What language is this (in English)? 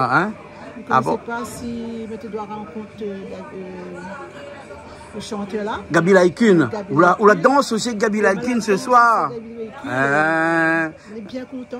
Réunion Creole French